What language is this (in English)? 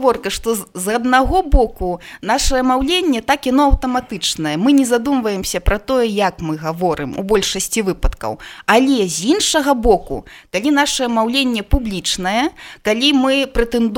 Belarusian